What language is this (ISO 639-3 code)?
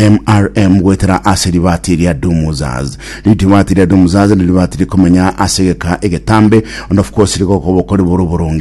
guz